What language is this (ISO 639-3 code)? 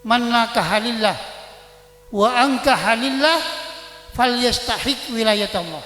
mad